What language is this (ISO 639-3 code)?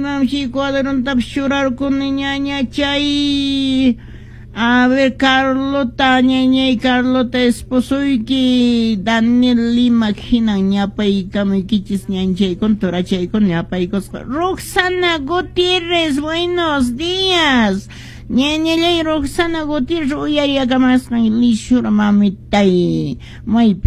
que